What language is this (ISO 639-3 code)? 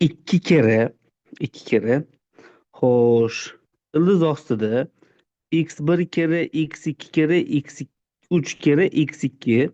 uzb